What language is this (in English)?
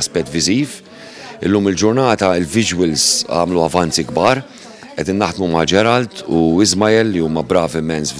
Maltese